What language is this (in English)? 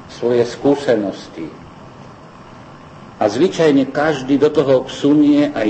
Slovak